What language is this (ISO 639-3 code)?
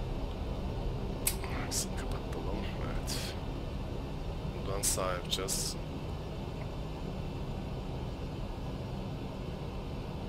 tur